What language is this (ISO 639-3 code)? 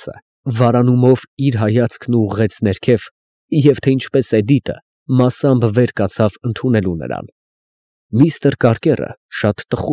hye